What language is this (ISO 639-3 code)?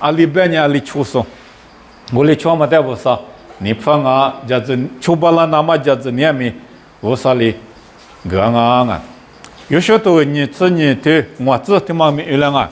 lis